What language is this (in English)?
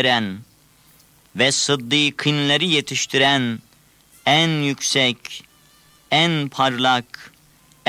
Turkish